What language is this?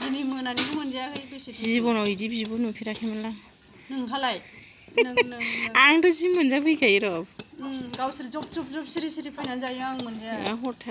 Bodo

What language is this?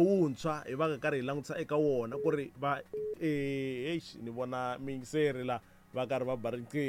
Tsonga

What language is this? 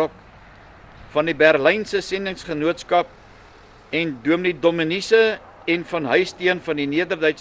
Afrikaans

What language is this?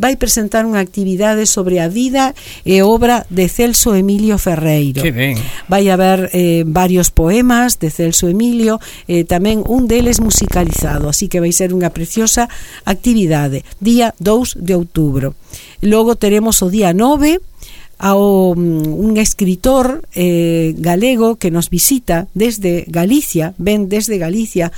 Galician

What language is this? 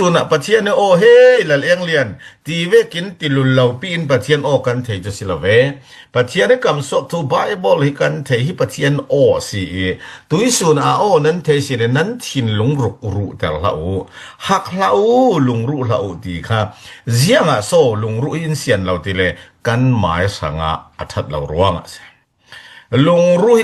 Falam Chin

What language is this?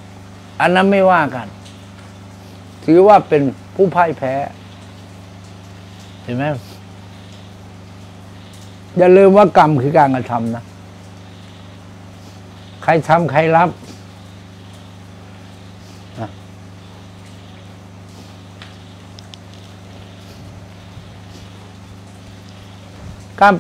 Thai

